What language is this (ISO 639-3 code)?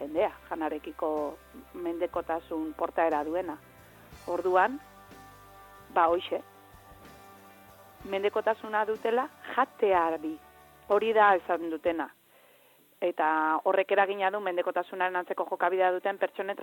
eus